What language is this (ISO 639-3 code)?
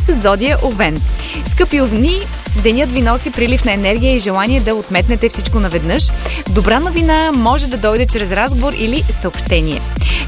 bul